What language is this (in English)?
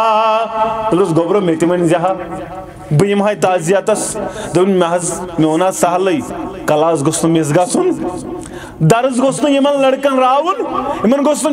Kashmiri